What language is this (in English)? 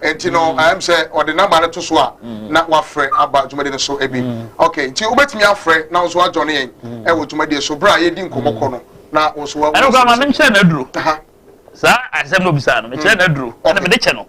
Akan